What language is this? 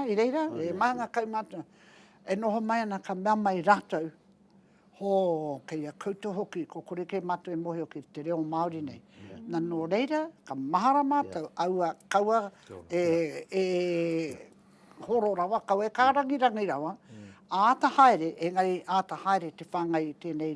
Māori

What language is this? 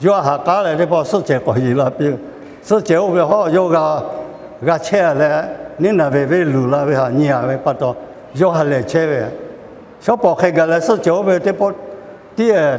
Lahu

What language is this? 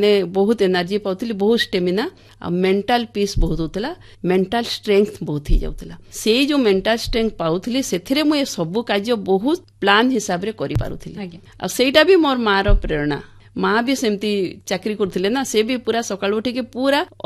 Odia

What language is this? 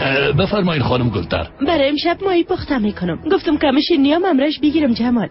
Persian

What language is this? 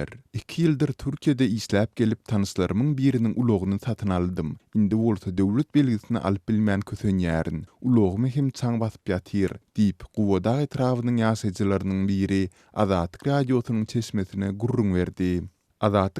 Turkmen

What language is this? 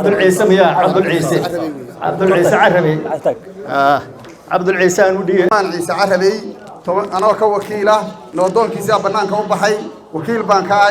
Somali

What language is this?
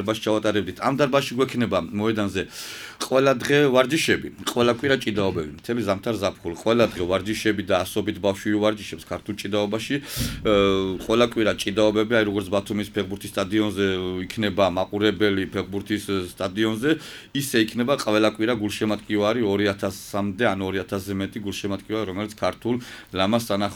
Georgian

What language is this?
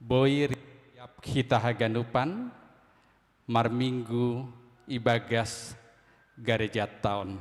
Batak Simalungun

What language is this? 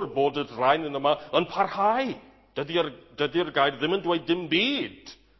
Welsh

